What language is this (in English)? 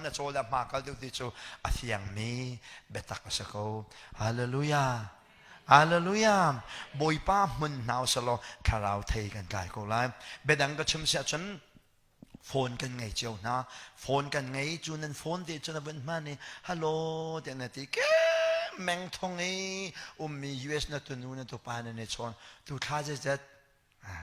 Hakha Chin